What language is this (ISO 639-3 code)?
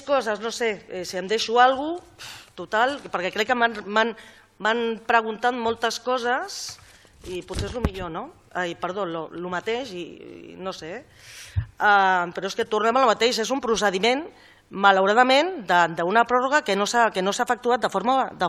cat